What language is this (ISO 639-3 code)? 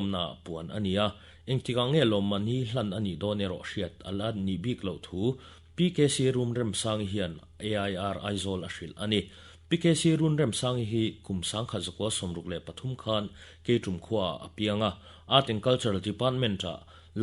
lus